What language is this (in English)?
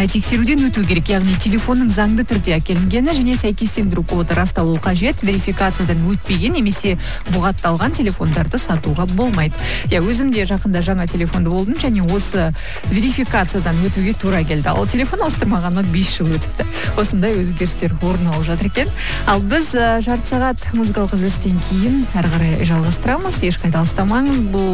Kazakh